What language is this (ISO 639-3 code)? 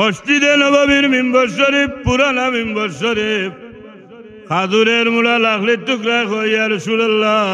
syl